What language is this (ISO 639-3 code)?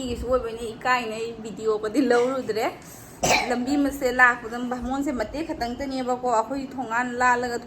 mni